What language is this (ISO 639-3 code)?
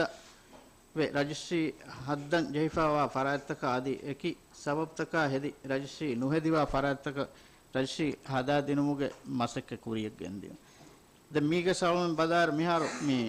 div